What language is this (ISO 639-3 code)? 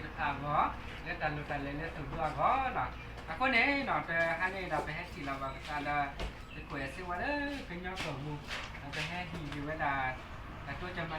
ksw